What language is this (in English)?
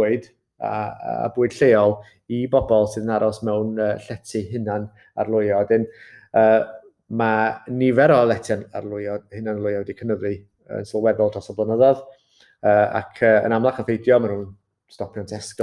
Welsh